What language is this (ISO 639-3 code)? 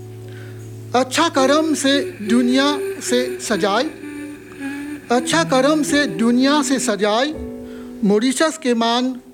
bho